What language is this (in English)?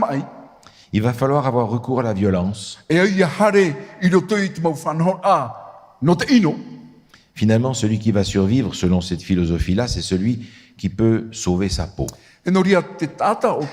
Tahitian